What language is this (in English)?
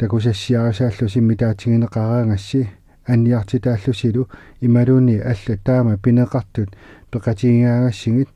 Kalaallisut